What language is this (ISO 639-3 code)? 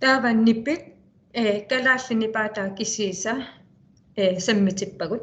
kal